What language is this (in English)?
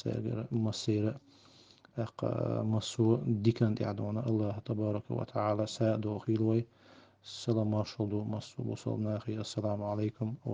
Chechen